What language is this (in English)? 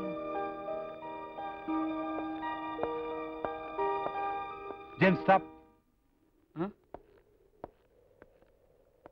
Kannada